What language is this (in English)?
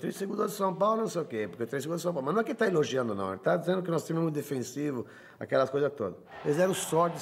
Portuguese